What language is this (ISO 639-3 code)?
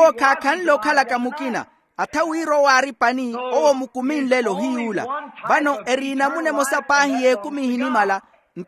vmw